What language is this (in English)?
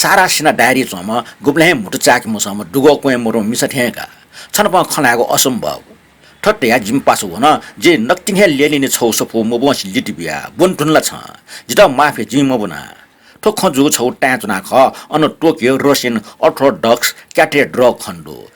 Newari